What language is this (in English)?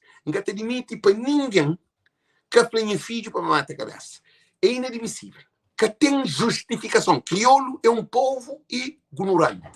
Kabuverdianu